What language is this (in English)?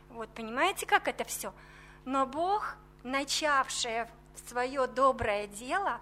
Russian